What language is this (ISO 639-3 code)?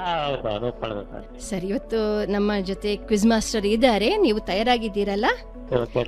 kan